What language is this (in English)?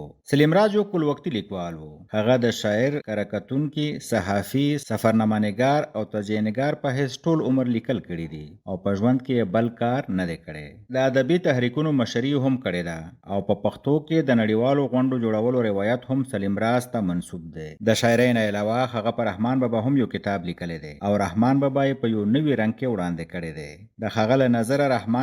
Pashto